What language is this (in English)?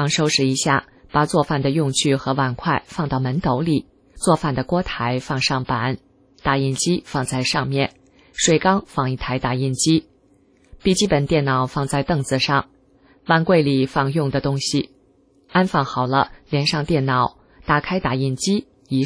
Chinese